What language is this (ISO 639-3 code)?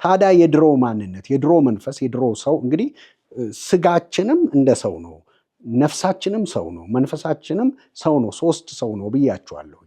amh